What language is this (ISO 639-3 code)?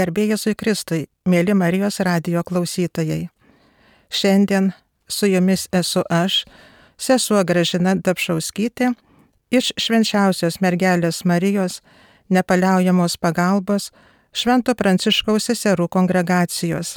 lit